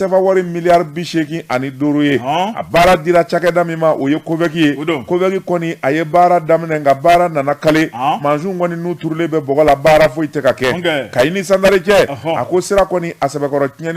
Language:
Bambara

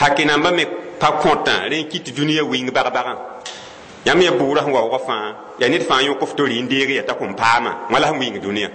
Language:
Mossi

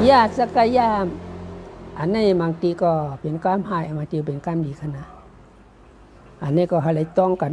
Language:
Shan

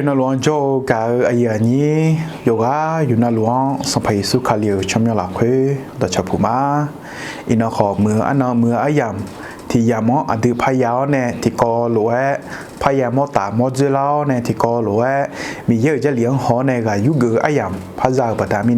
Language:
Akha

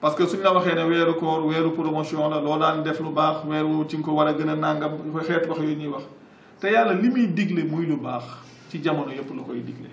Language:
Wolof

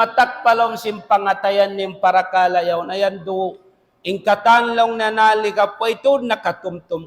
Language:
Tausug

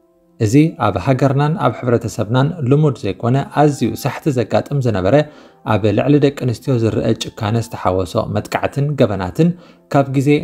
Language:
Tigrinya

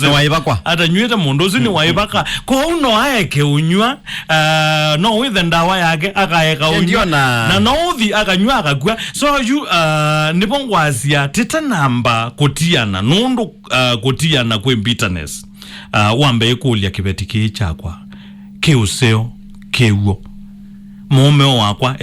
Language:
Kamba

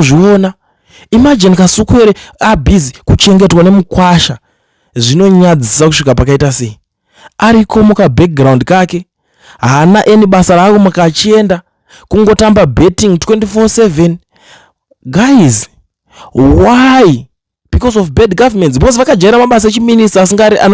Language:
Shona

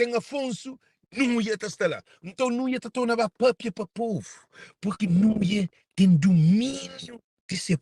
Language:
Kabuverdianu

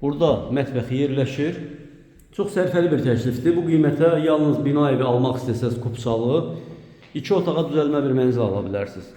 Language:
Azerbaijani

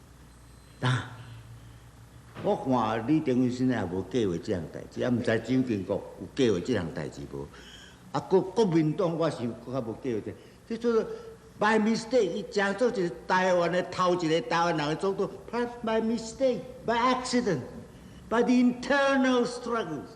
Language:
Min Nan Chinese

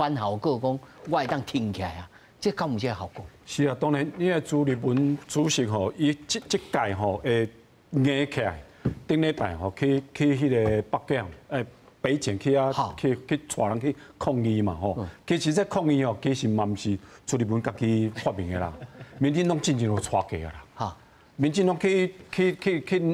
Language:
Min Nan Chinese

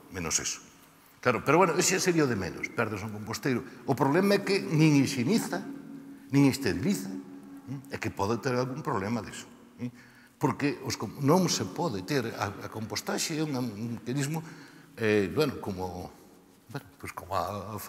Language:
Galician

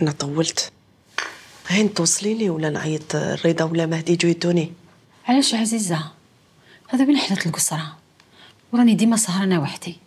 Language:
Algerian Arabic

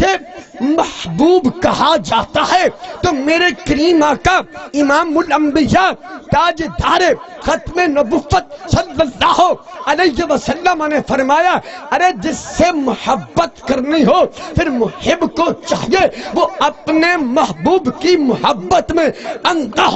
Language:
Urdu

